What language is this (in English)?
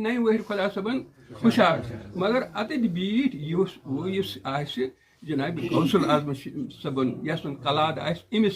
Kashmiri